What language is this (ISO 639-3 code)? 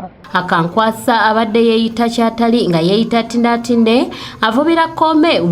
lug